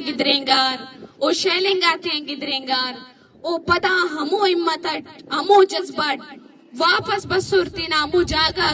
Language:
Brahui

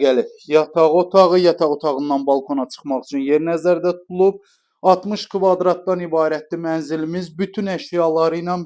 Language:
Azerbaijani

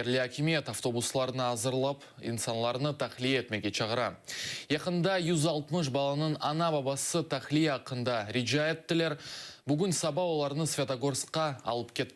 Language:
Crimean Tatar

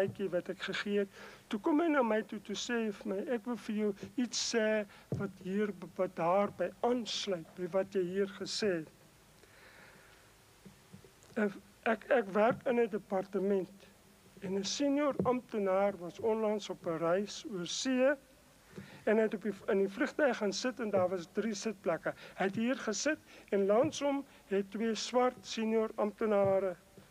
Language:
Afrikaans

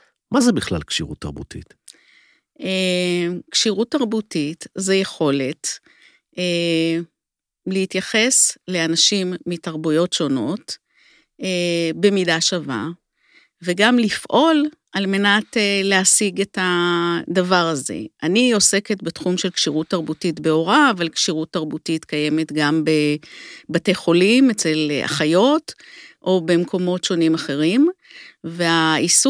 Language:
Hebrew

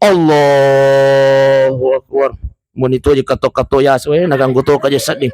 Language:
Buginese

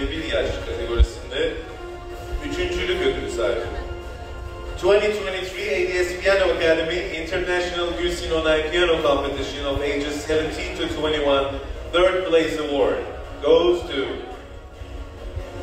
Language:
Turkish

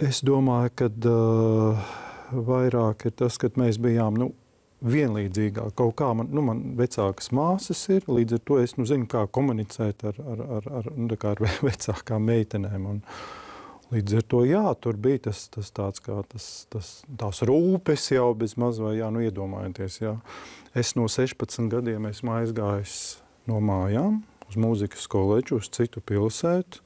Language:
Latvian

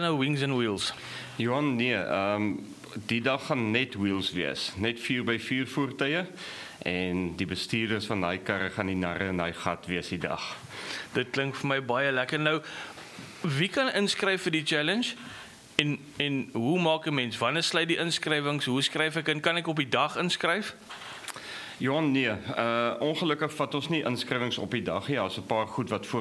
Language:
Afrikaans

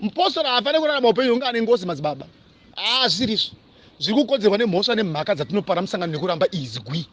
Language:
Shona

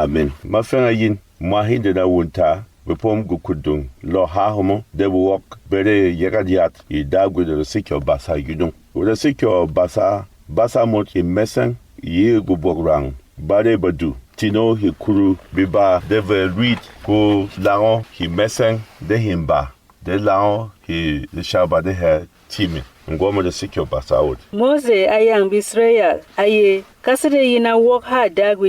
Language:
Berom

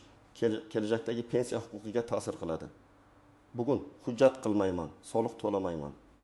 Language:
Uzbek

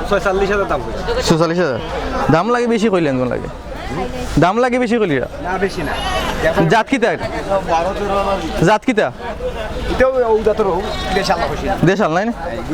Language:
Sylheti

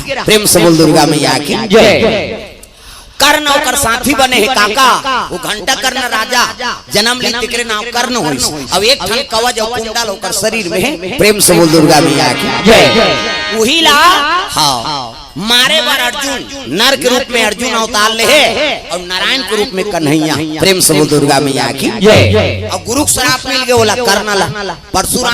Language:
Chhattisgarhi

